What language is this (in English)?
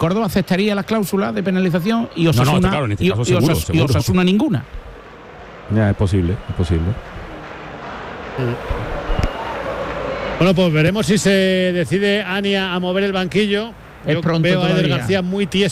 Spanish